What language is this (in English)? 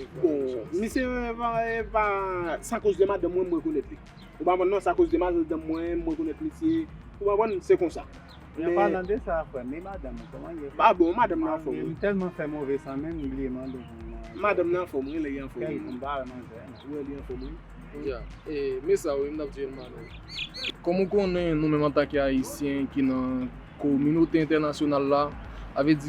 Haitian Creole